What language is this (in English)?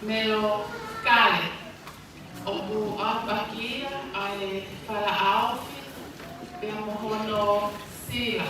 Tongan